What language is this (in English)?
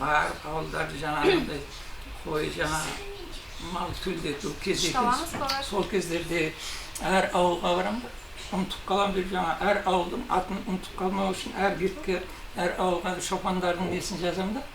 Kazakh